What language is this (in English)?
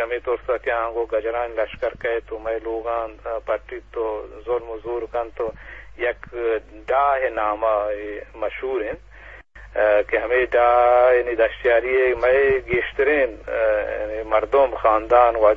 Eastern Balochi